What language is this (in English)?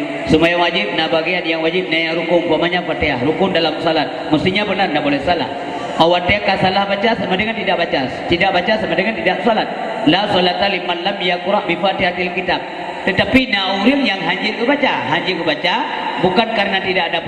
Achinese